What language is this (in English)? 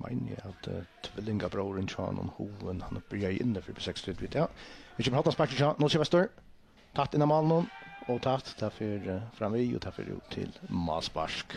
Faroese